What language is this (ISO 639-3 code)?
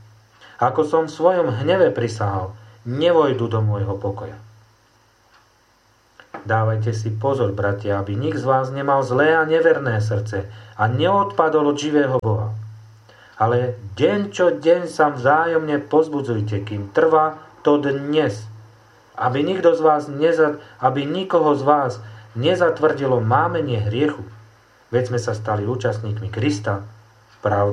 slk